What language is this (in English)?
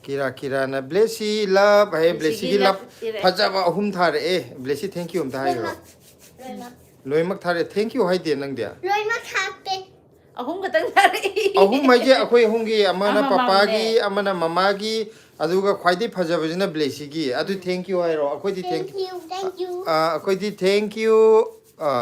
Manipuri